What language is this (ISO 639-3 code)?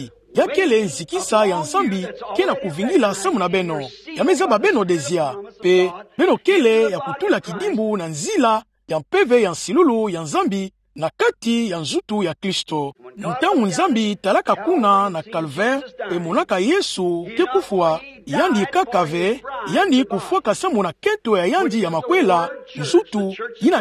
ktu